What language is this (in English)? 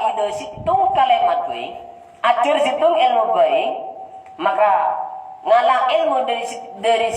Madurese